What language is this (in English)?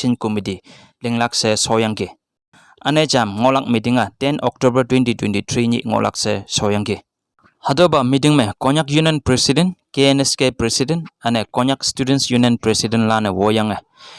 Konyak Naga